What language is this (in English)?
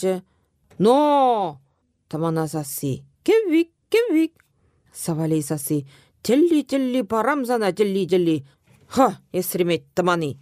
Chuvash